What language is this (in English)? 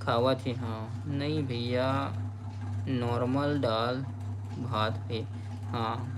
Chhattisgarhi